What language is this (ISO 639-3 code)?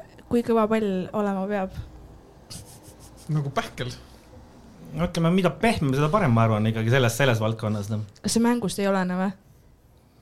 est